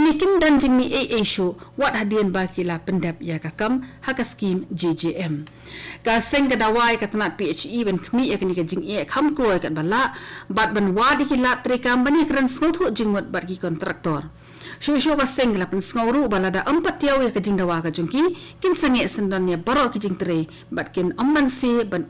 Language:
Khasi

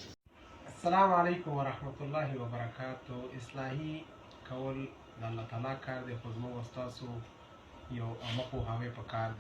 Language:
Pashto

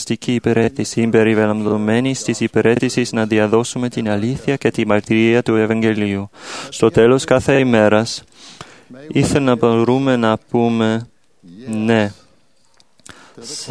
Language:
Greek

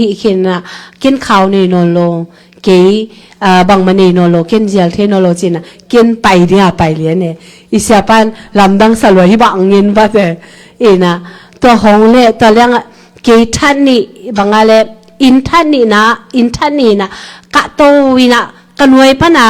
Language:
Tedim Chin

